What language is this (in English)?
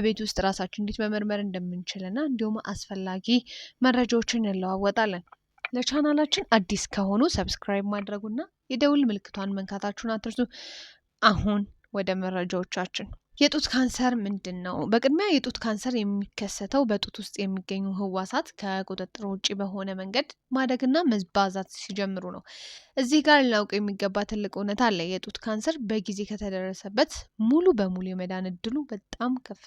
Amharic